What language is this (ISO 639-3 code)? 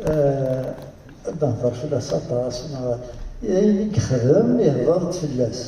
kab